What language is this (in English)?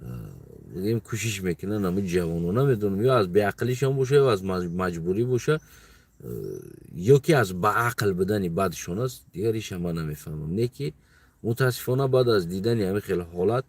Tajik